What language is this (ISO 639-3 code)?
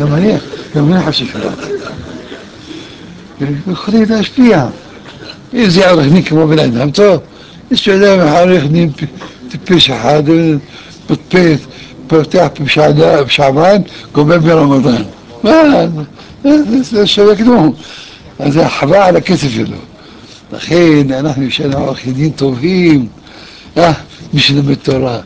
heb